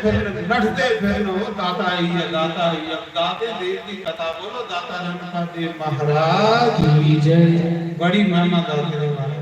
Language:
Dogri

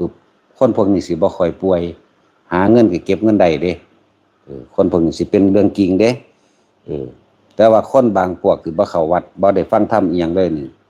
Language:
Northeastern Thai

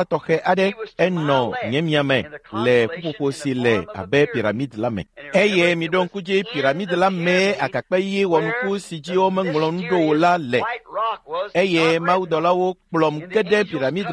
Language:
Ewe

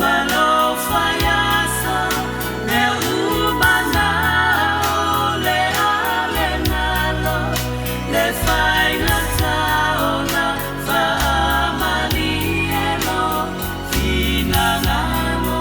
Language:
Samoan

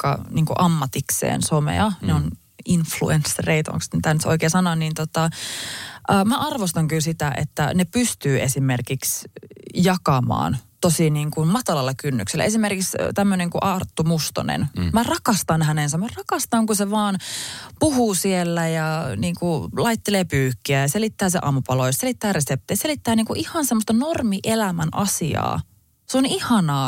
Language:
Finnish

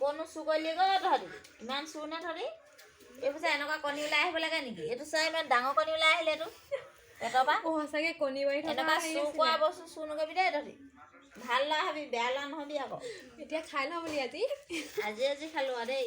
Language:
Assamese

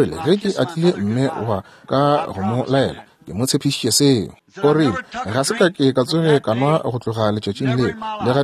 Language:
Northern Sotho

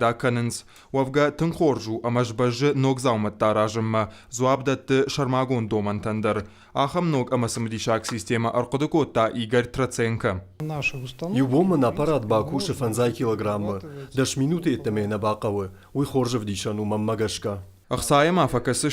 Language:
Ossetic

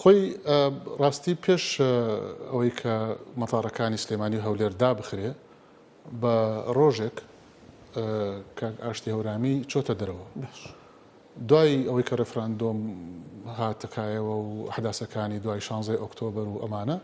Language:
Central Kurdish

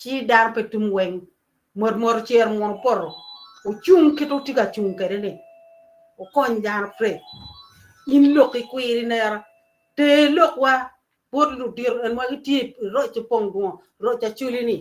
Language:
Acoli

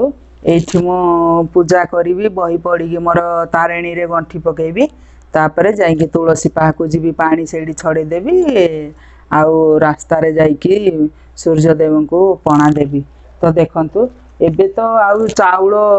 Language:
Odia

